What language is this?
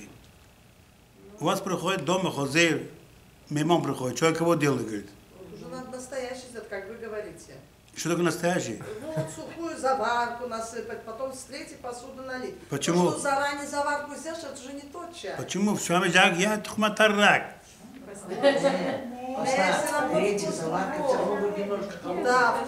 Russian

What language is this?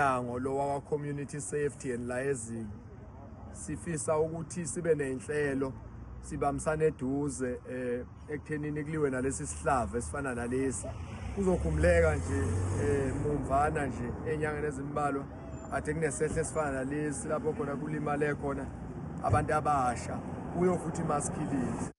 Zulu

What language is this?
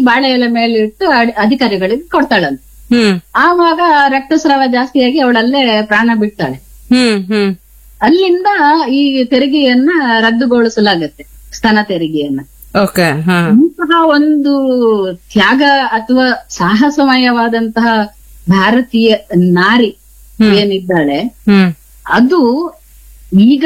Kannada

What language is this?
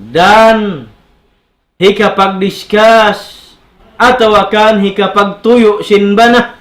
Tausug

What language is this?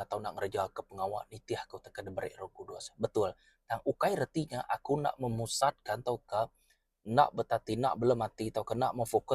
Iban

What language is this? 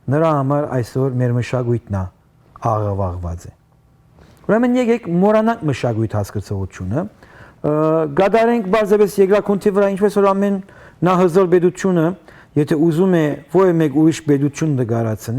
Western Armenian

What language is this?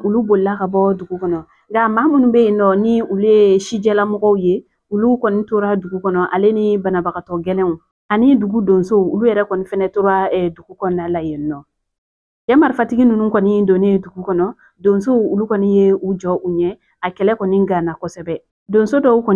Bambara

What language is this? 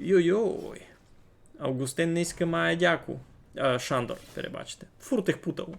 Rusyn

